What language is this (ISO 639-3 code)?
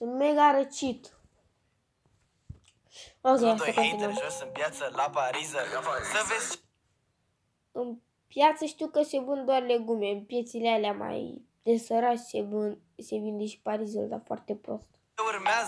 ron